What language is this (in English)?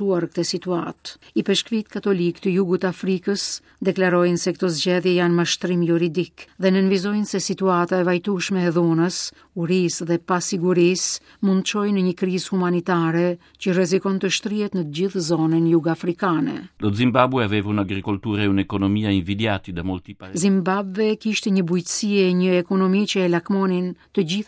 Albanian